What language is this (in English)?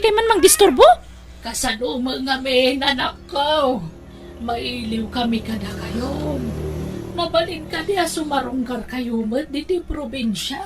Iloko